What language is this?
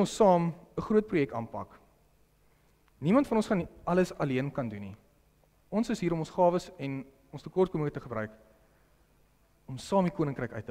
Afrikaans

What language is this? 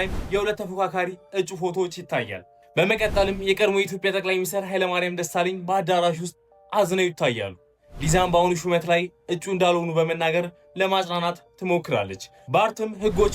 Amharic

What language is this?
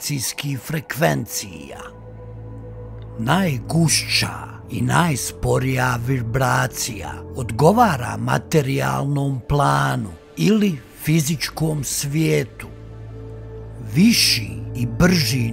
Croatian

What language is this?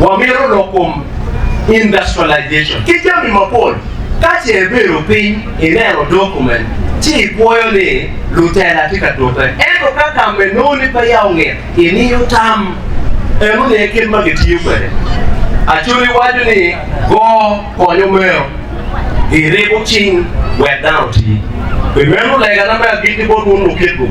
Acoli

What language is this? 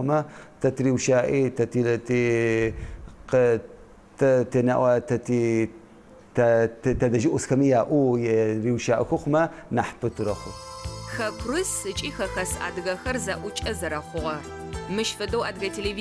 Adyghe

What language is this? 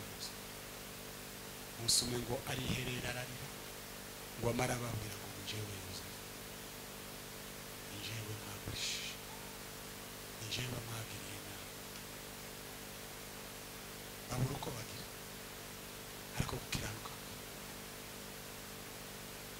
Kinyarwanda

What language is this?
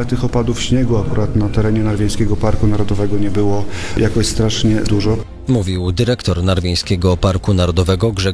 Polish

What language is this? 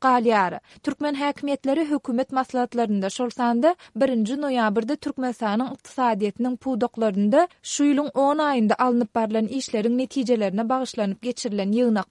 Turkmen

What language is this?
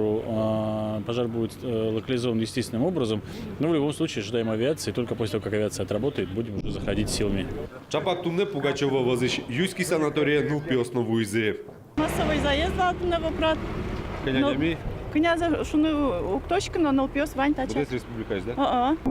Udmurt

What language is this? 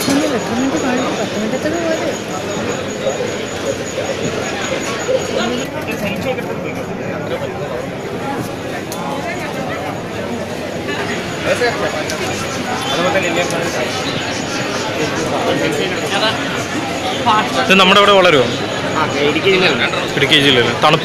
Malayalam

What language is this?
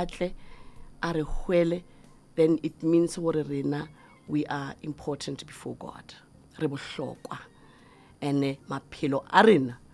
Northern Sotho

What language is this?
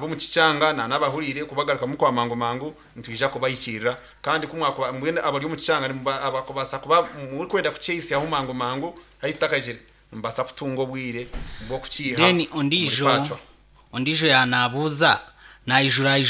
Nyankole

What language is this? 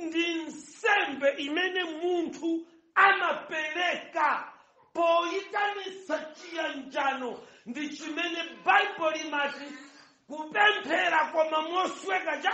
Nyanja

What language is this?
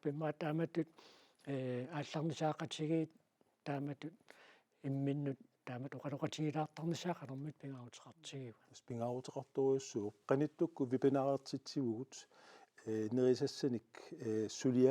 Kalaallisut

